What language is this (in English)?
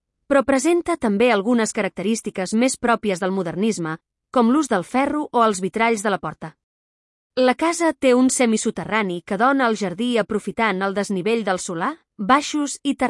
Catalan